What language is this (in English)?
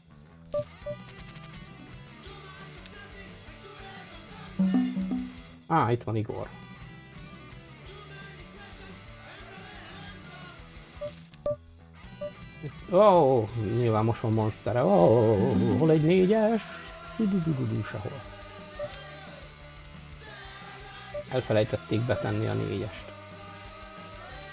Hungarian